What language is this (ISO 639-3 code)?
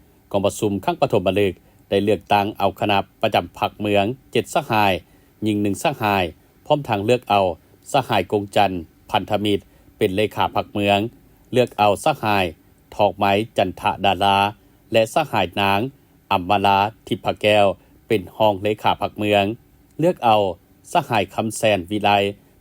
lao